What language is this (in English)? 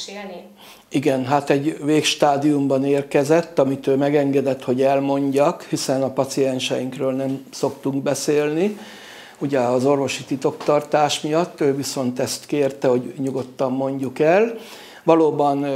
Hungarian